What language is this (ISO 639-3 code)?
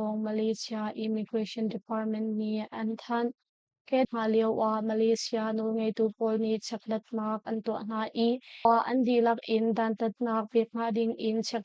cnh